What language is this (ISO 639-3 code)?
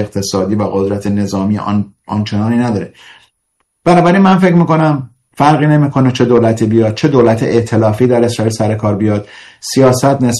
fas